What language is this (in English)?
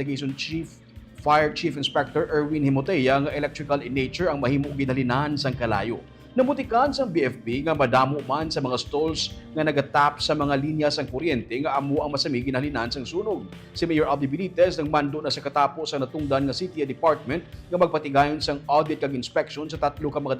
Hiligaynon